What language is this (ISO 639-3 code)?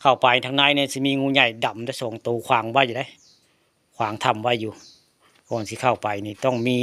tts